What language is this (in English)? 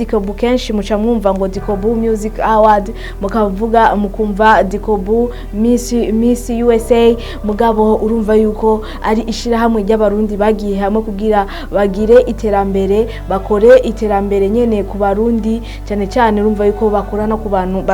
Rundi